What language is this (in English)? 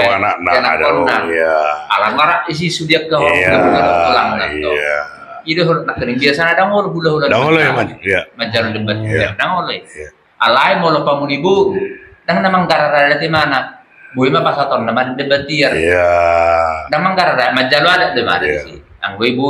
Batak Toba